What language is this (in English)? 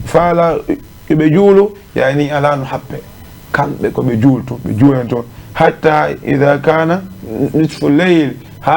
Fula